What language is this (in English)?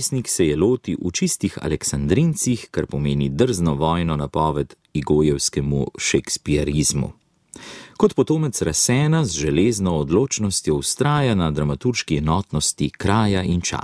Slovenian